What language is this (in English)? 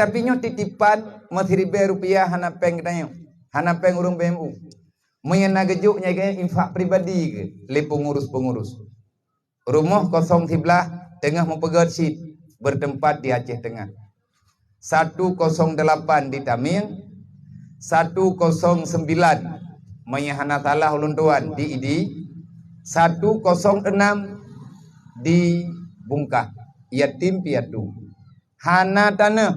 Achinese